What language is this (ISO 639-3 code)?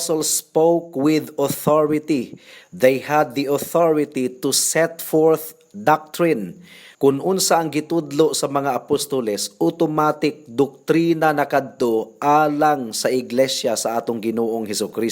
ceb